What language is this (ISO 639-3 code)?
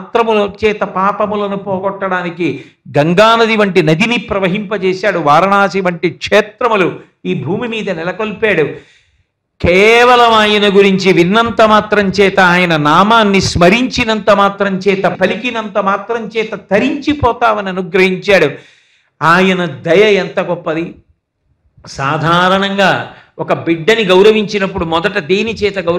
tel